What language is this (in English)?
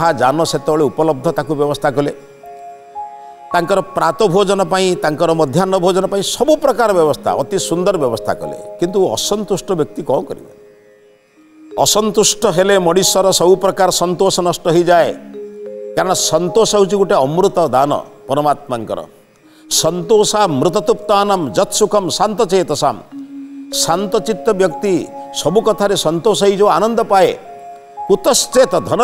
Odia